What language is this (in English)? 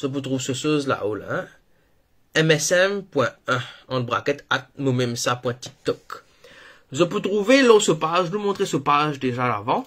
Morisyen